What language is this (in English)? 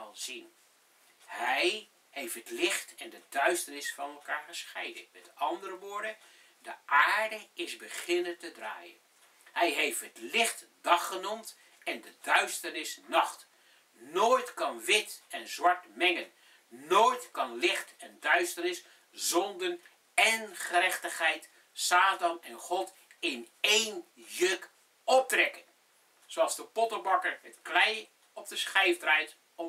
Dutch